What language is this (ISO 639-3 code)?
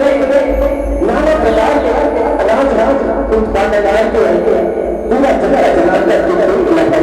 hne